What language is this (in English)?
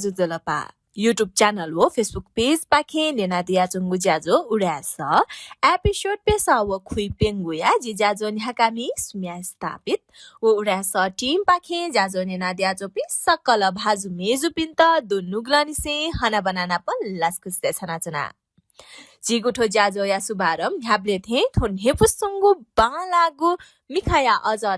Newari